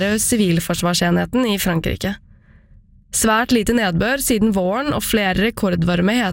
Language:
Norwegian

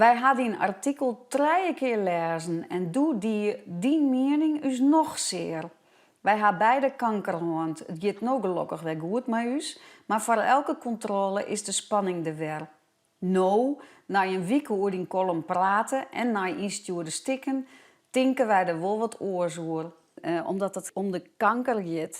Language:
Western Frisian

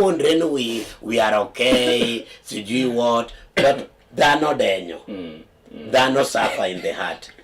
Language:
Luo (Kenya and Tanzania)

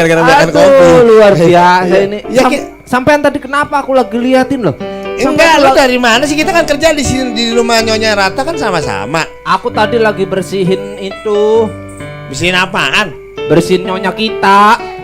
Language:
Betawi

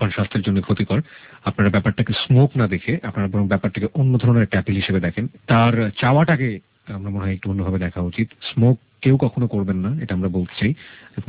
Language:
Bangla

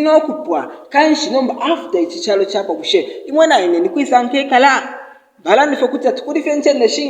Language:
Bemba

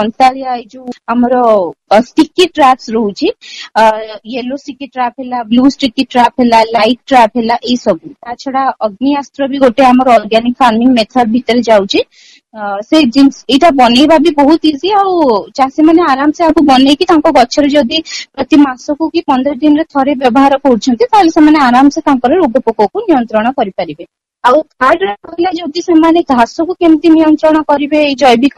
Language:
Odia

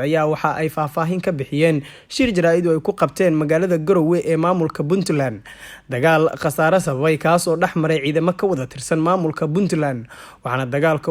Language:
Somali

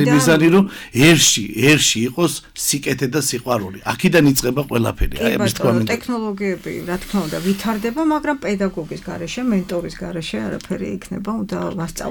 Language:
Georgian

